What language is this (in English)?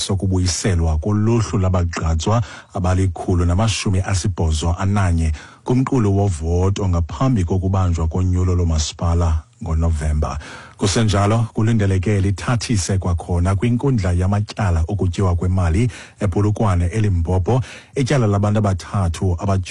Xhosa